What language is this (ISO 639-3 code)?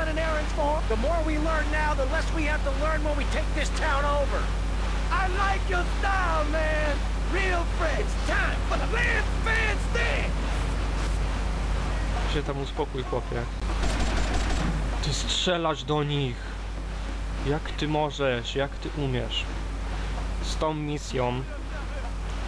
pol